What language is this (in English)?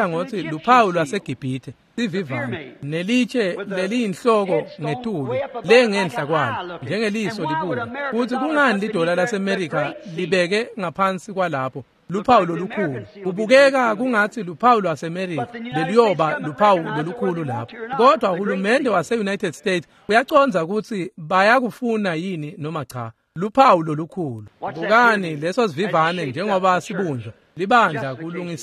Swati